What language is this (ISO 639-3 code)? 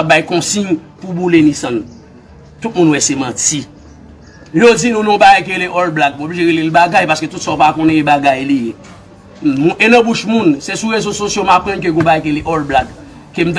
hat